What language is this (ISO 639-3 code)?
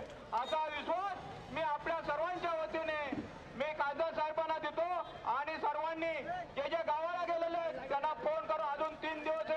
mar